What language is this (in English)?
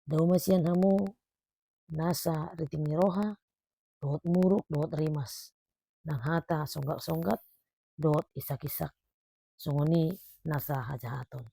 Batak Toba